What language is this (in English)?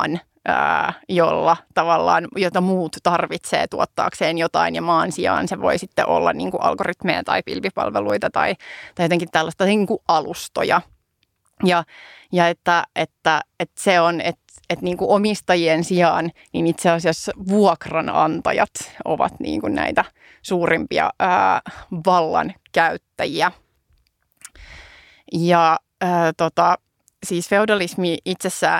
Finnish